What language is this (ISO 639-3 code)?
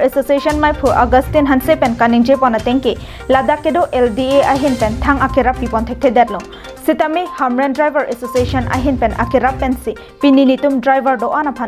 mjw